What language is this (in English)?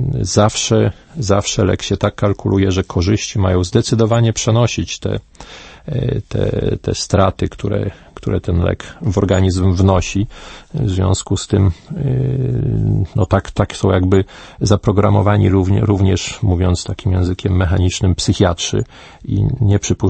Polish